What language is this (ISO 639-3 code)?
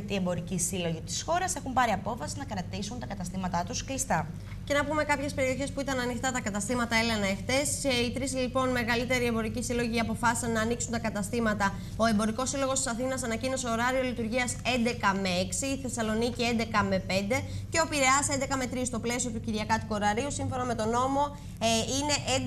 ell